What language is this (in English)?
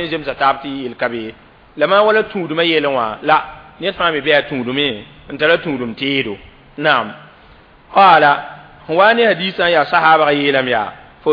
Mossi